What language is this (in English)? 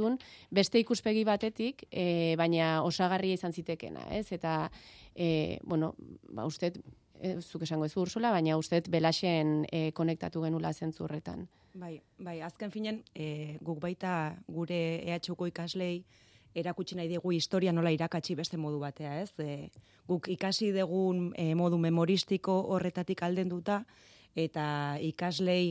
Basque